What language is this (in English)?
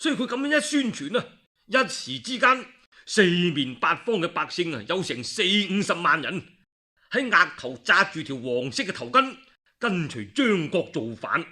Cantonese